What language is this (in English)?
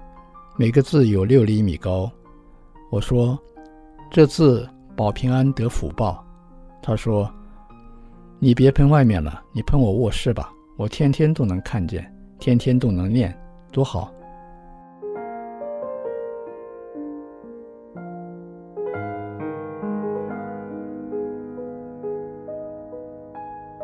Chinese